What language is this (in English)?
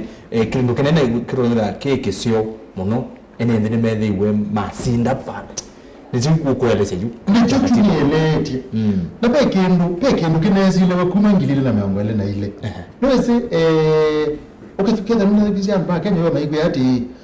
Kamba